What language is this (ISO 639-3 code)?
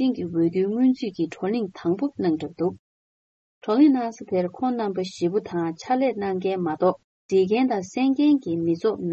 bod